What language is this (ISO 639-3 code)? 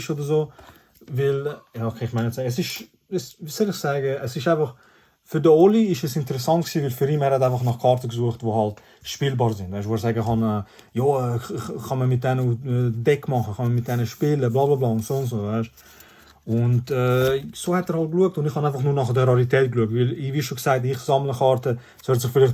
gsw